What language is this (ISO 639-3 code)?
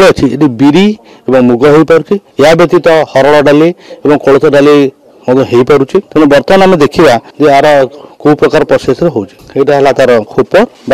ori